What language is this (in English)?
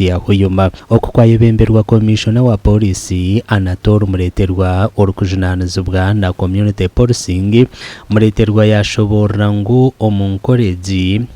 Nyankole